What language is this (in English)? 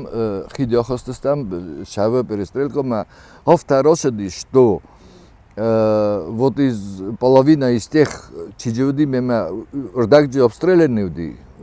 Ossetic